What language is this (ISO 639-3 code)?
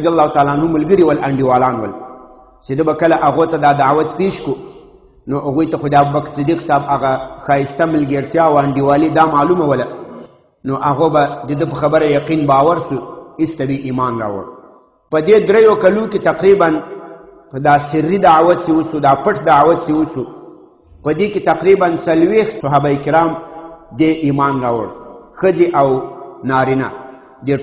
pus